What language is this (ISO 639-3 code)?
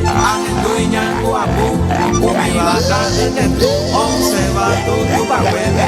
grn